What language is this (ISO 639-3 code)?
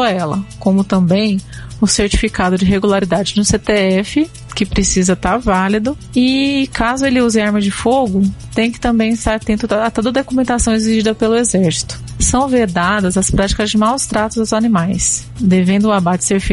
por